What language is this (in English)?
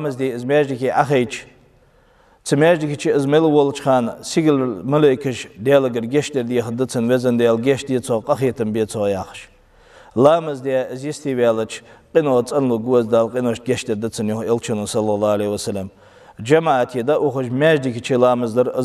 Ingush